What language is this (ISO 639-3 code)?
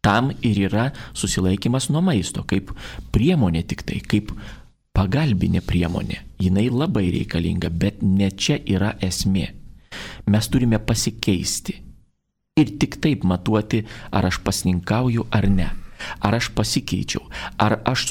lit